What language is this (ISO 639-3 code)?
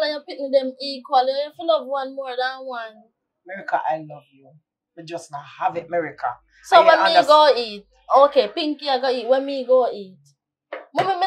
jam